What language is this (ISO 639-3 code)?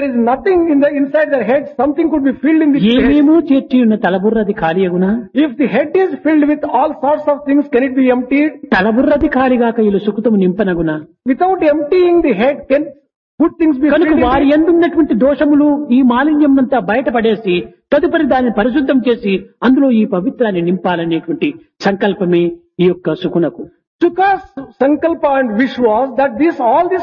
tel